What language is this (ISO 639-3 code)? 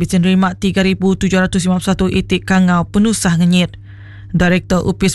iba